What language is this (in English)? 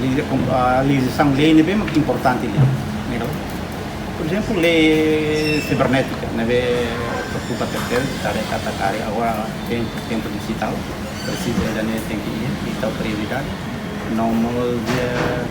Tetum